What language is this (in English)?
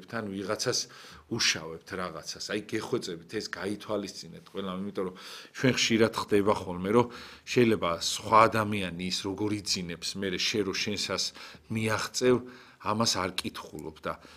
Georgian